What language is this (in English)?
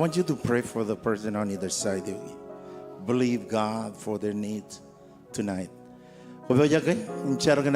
Marshallese